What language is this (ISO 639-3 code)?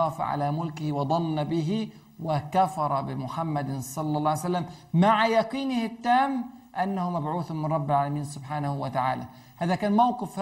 ara